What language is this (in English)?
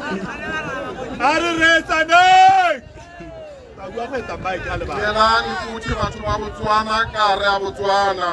Tswana